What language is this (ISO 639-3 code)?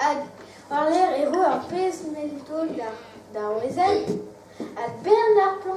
bre